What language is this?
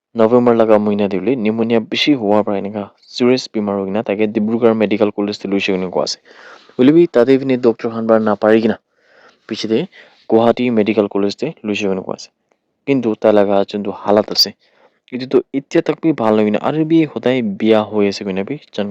Naga Pidgin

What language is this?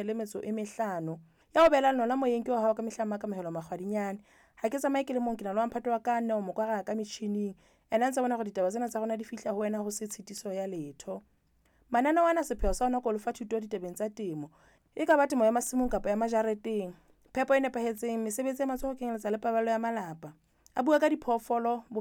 Southern Sotho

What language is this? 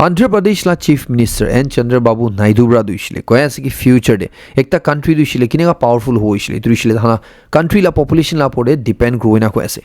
Naga Pidgin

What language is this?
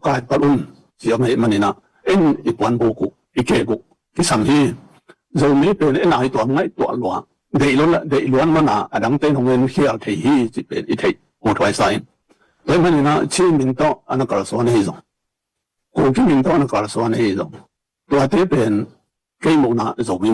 Tedim Chin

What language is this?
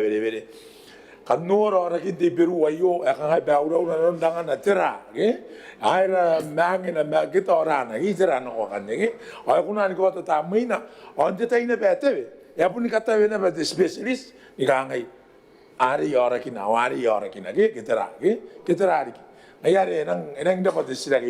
Gilbertese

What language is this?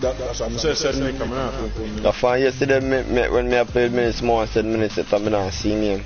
Jamaican Creole English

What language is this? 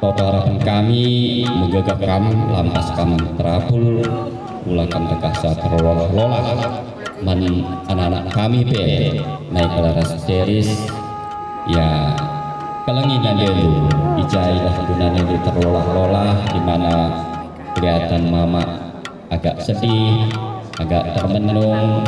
Batak Karo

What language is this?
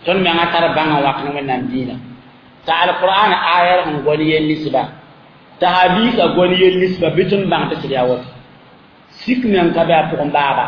Mossi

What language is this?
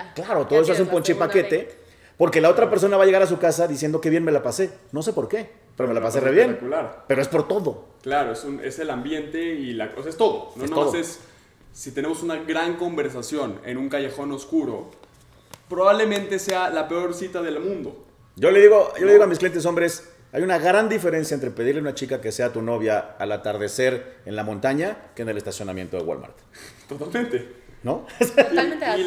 Spanish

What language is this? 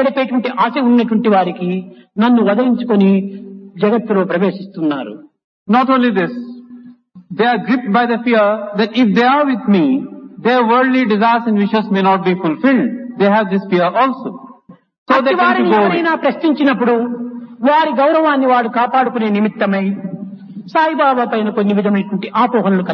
Telugu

